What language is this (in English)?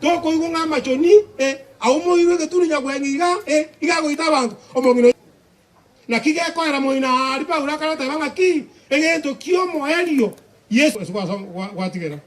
Gusii